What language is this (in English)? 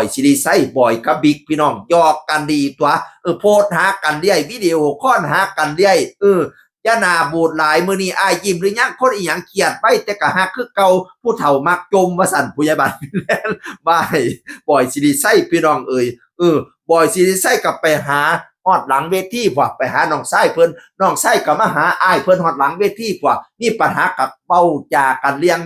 Northeastern Thai